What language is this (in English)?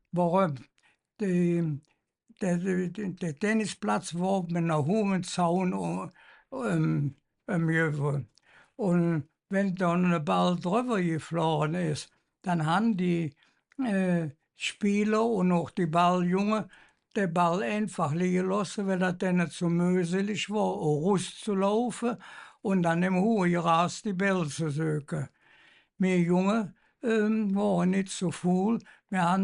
Colognian